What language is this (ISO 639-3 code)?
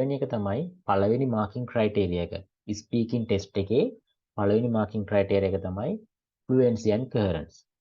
sin